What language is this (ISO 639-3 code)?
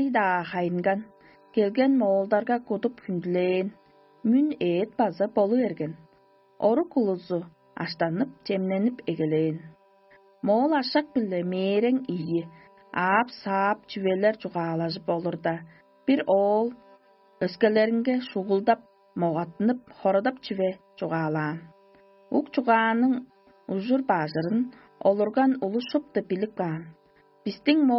tyv